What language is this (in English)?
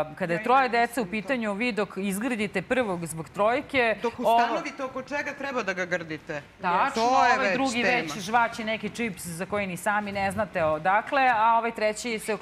Serbian